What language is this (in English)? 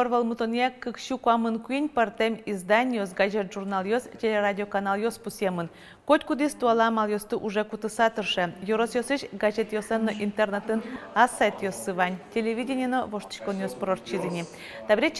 Udmurt